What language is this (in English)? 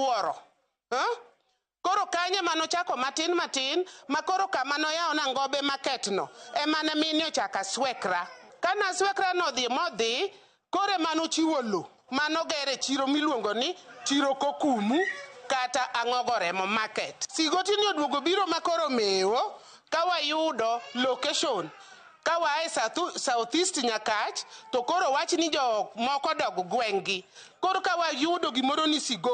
Luo (Kenya and Tanzania)